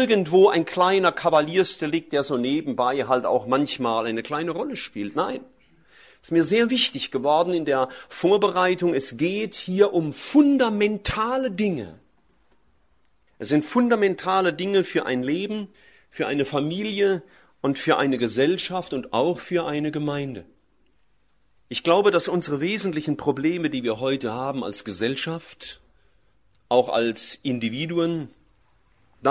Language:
German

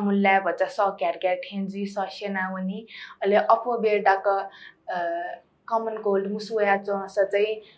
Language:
Newari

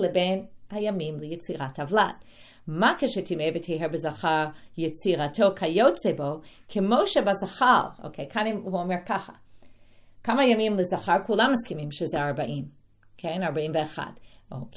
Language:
Hebrew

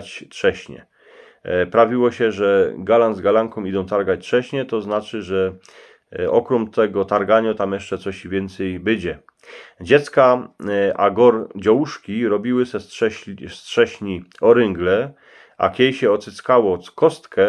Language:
Silesian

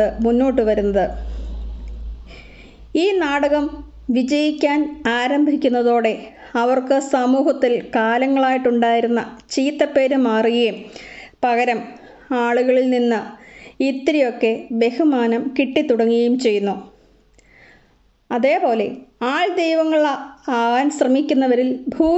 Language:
Malayalam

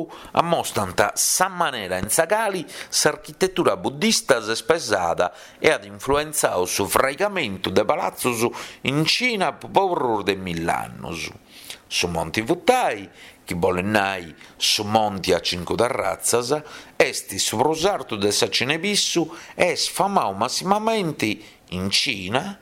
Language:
Sardinian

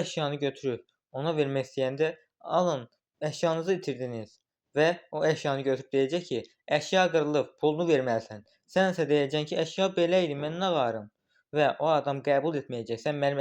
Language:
Azerbaijani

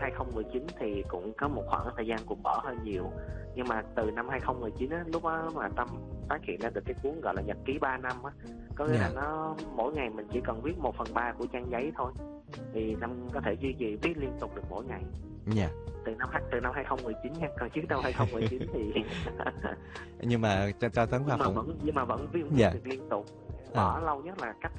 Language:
Vietnamese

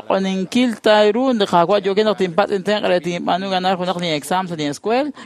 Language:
Kekchí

